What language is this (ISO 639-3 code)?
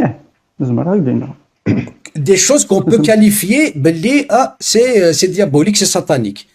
kab